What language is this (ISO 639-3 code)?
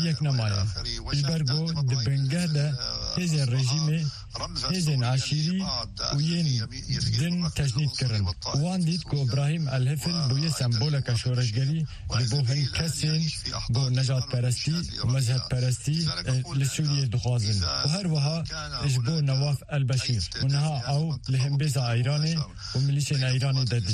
kur